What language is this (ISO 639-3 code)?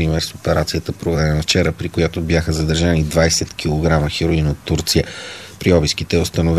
bul